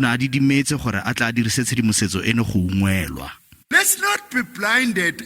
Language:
Tswana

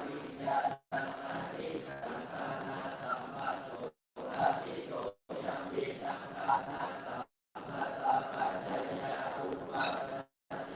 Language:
Pali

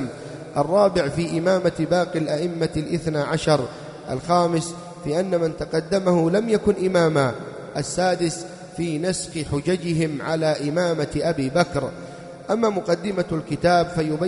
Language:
Arabic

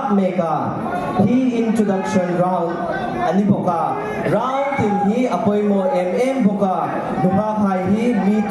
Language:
Hmar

